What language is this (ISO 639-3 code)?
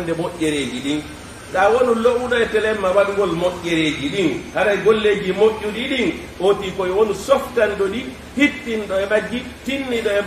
ful